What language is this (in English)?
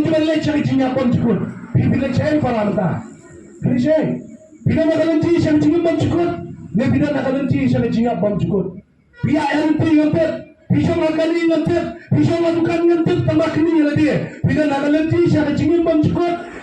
Khasi